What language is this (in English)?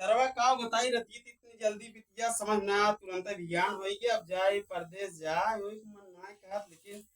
Awadhi